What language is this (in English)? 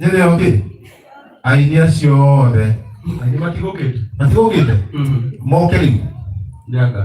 Kikuyu